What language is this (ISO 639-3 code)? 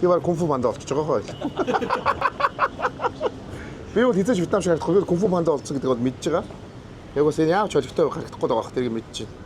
mon